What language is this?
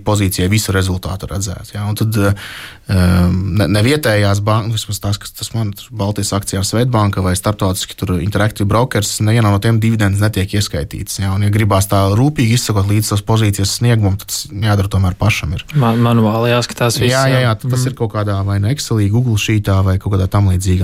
Latvian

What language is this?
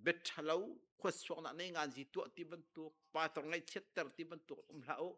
Hakha Chin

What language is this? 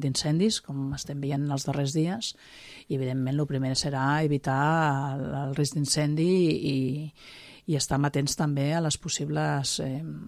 Catalan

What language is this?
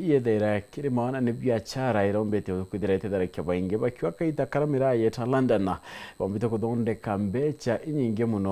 Meru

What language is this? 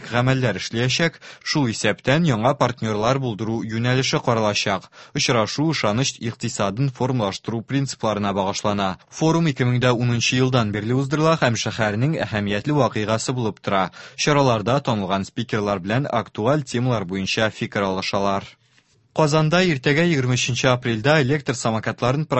Tatar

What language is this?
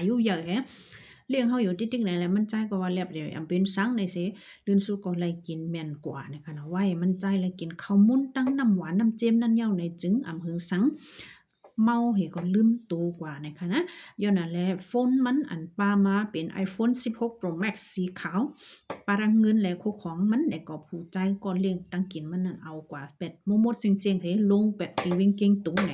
Shan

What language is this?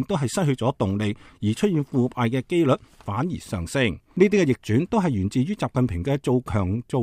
Cantonese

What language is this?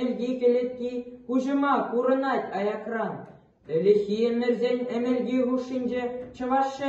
Chuvash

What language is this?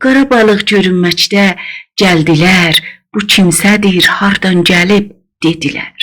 South Azerbaijani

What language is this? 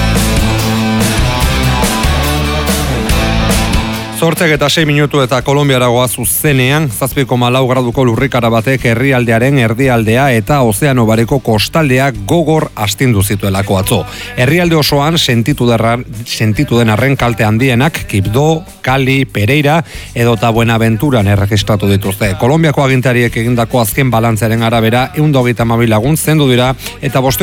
Basque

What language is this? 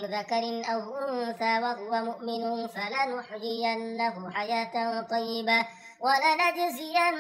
Arabic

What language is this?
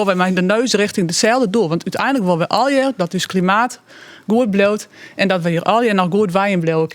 Western Frisian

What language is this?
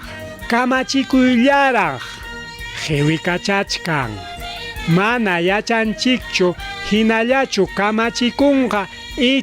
Ayacucho Quechua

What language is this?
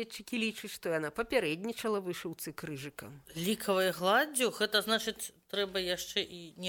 Belarusian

